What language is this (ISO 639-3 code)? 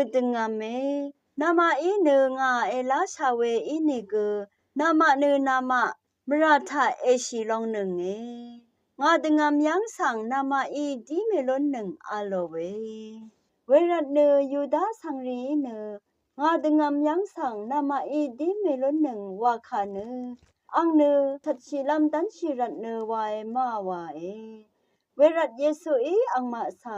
raw